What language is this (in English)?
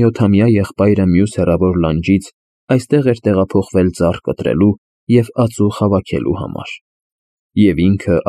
Armenian